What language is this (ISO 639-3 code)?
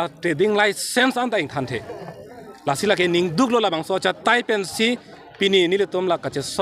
mjw